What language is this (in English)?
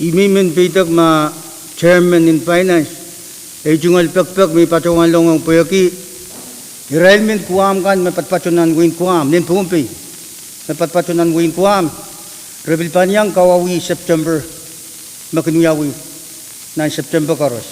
Pohnpeian